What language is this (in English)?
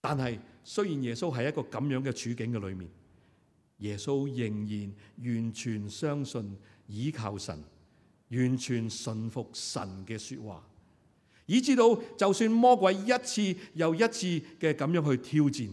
Cantonese